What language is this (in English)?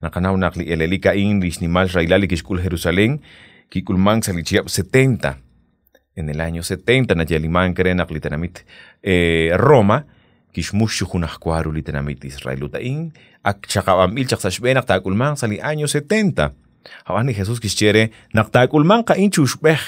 Kekchí